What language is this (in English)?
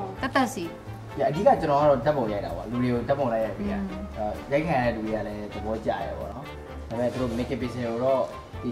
Burmese